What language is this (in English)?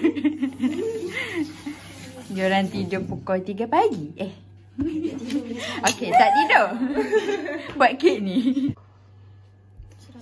Malay